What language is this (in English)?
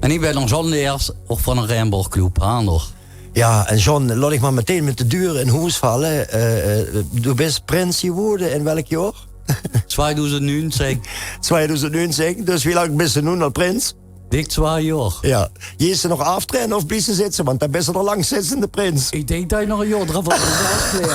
Limburgish